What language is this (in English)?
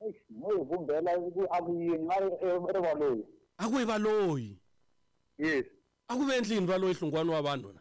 Tsonga